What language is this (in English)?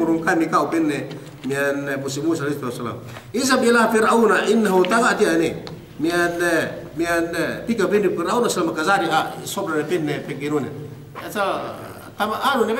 Yakan